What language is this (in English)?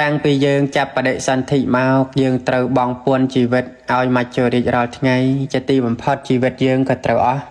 Khmer